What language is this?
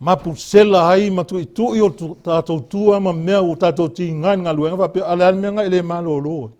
Samoan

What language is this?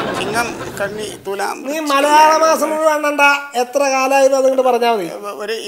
Malayalam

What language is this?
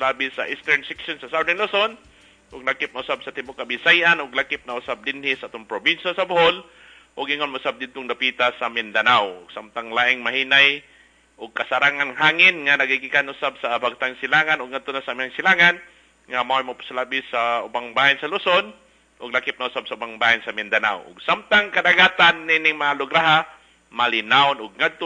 Cebuano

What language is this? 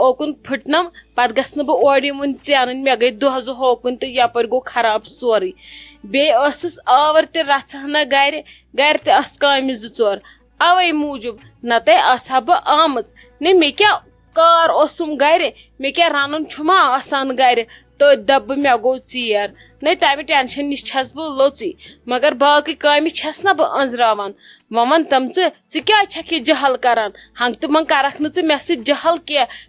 Kashmiri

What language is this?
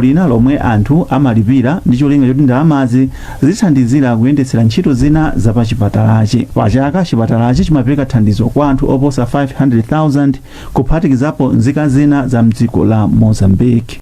Nyanja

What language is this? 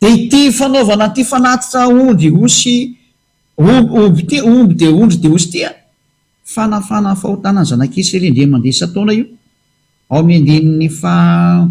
Malagasy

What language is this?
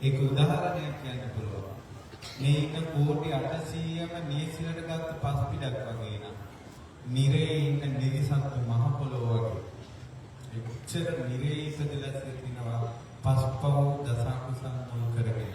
Sinhala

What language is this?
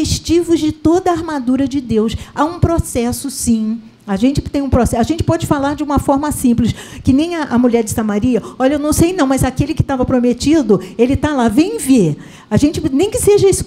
Portuguese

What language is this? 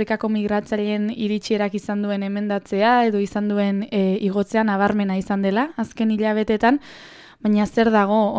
Basque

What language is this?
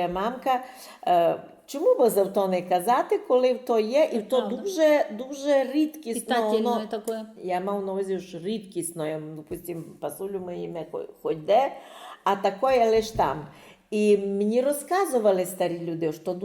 Rusyn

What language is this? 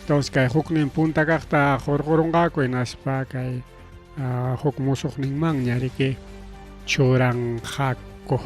Ayacucho Quechua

